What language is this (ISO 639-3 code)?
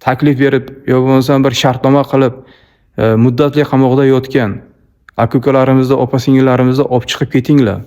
uzb